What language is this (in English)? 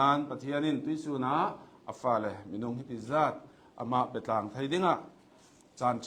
Hakha Chin